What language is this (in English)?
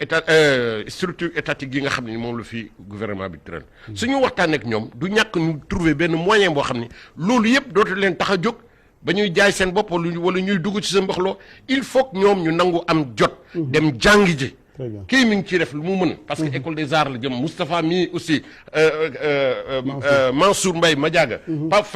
Wolof